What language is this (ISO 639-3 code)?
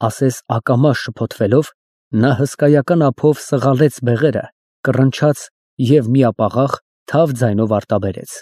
hye